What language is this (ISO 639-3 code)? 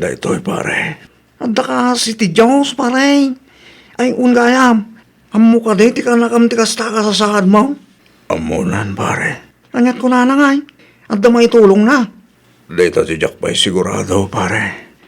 ilo